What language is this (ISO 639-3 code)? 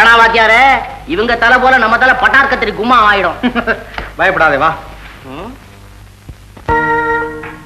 tam